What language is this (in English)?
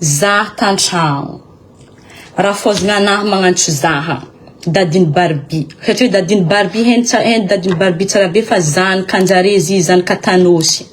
Malagasy